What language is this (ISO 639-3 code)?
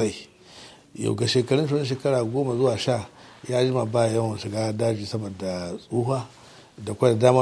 hau